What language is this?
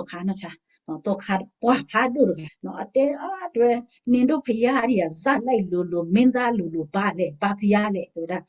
S'gaw Karen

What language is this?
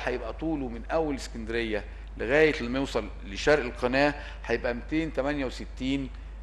Egyptian Arabic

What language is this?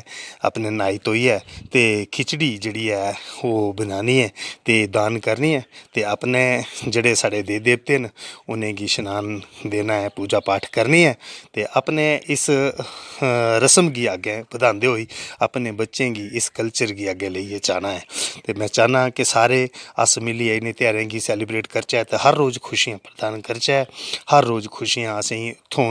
Dogri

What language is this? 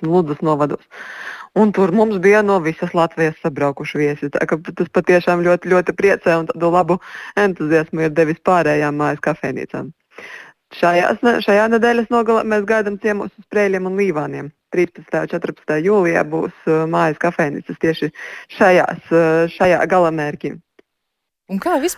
Latvian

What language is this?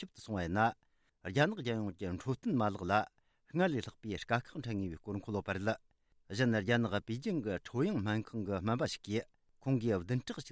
Tibetan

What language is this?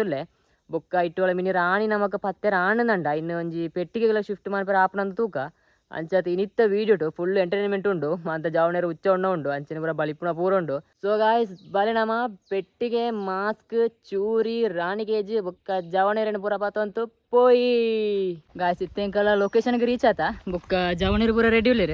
Tulu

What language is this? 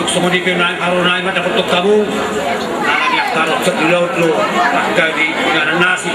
Batak Toba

